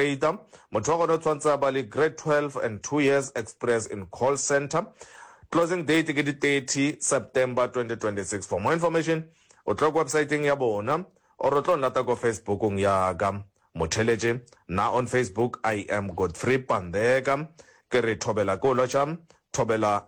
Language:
Northern Sotho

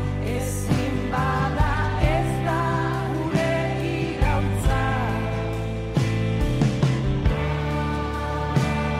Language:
Basque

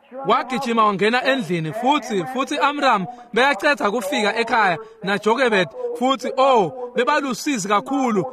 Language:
Swati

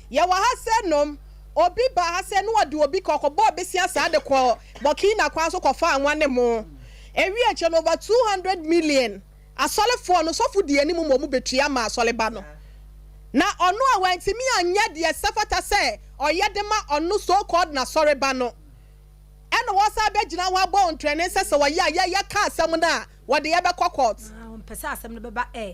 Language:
Akan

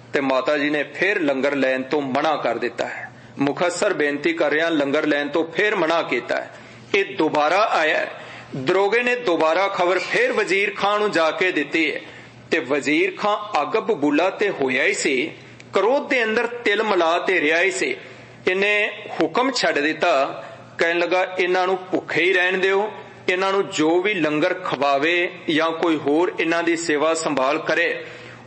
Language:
Punjabi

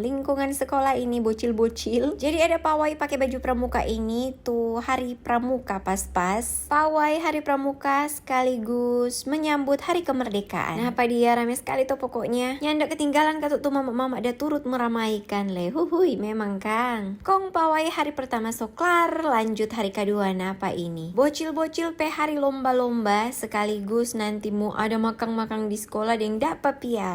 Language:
Manado Malay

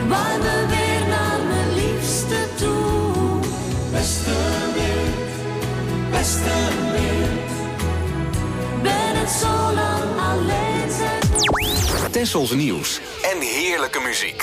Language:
Dutch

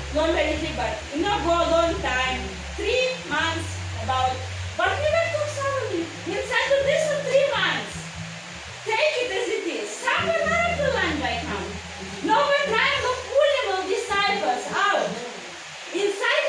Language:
Tok Pisin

